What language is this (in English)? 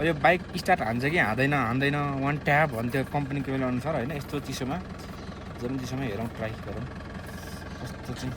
Nepali